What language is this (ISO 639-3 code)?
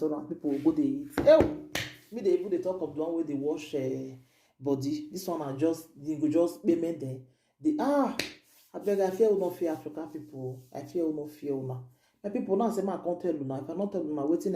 pcm